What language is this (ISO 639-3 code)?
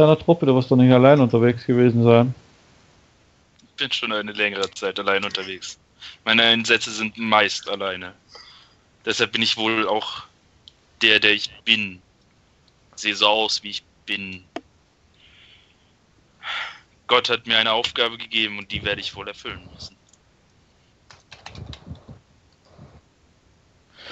deu